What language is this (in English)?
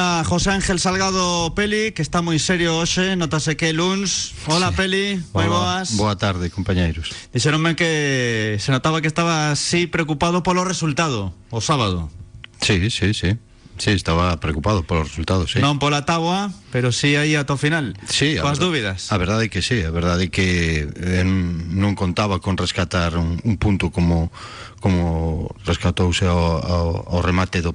Galician